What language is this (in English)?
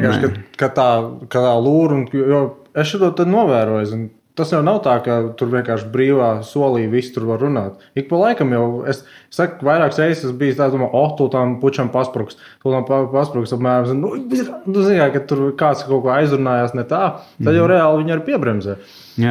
Latvian